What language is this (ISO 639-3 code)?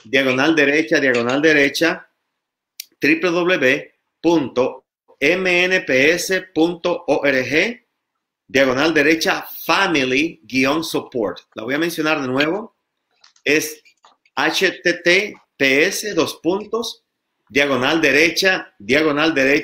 spa